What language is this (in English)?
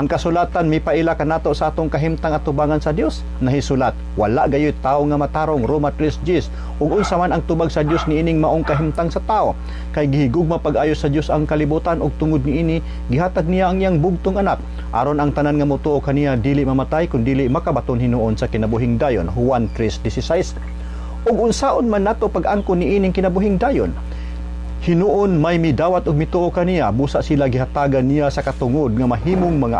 Cebuano